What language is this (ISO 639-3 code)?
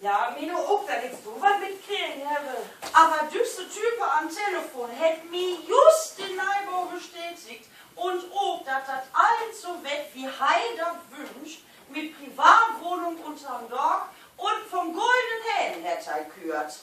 nds